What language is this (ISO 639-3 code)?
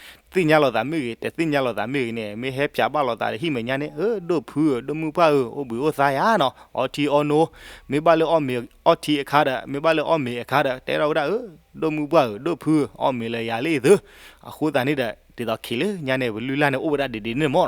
ksw